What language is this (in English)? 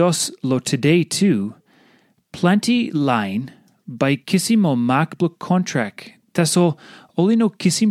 Tok Pisin